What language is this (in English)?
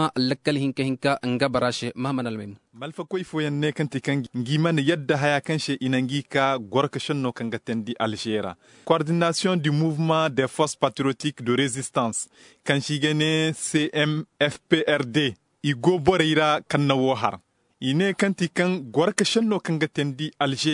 Zarma